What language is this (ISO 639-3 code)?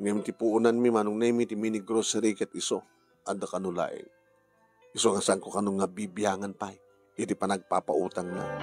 ilo